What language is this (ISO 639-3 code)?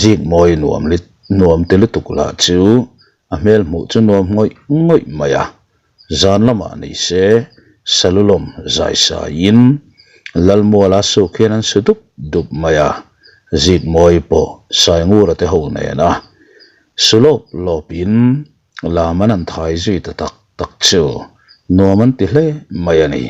lus